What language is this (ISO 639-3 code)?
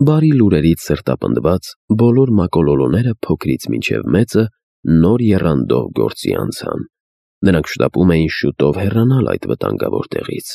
hye